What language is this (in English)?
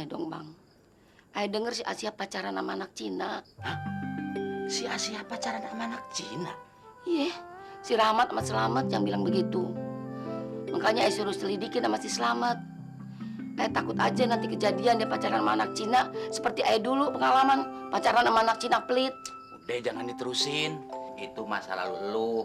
Betawi